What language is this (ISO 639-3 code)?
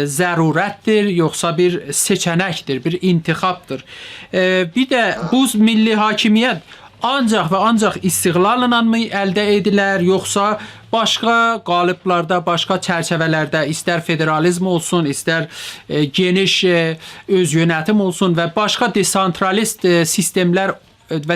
azb